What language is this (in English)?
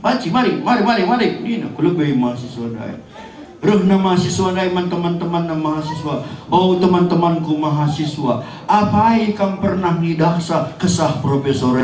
Batak Karo